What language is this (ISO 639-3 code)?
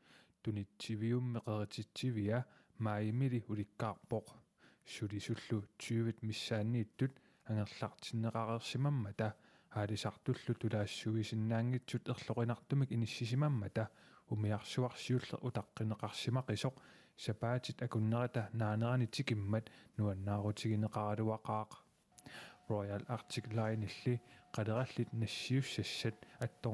kal